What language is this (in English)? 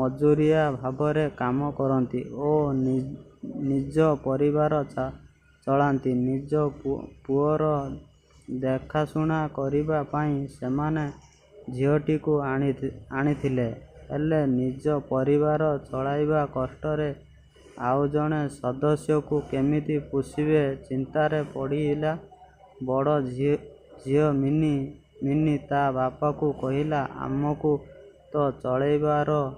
Odia